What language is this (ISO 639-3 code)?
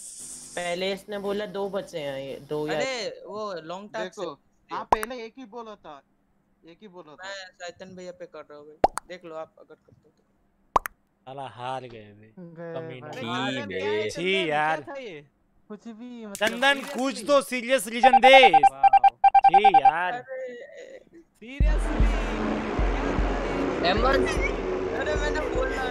hin